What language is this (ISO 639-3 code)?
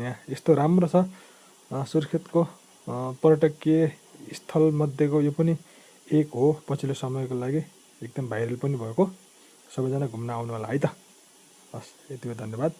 nep